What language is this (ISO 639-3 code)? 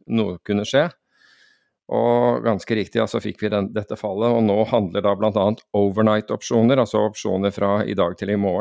nor